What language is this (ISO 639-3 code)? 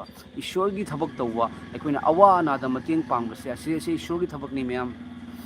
mni